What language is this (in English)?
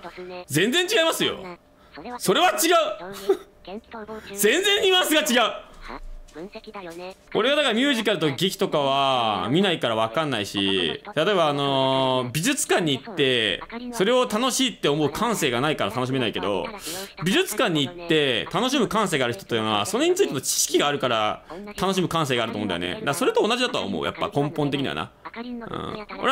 Japanese